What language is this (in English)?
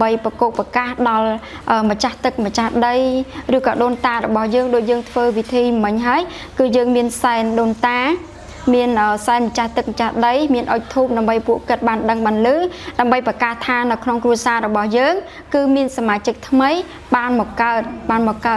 Khmer